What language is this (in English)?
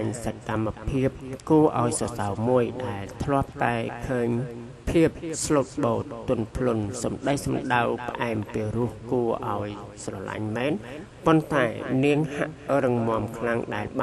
Khmer